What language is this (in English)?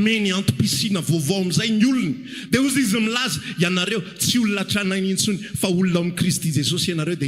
Malagasy